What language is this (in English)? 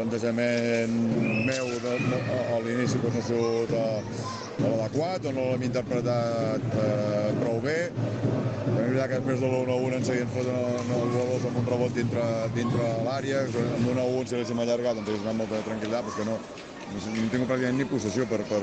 Catalan